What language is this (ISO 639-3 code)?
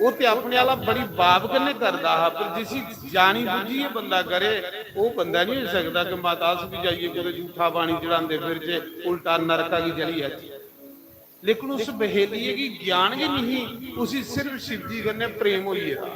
doi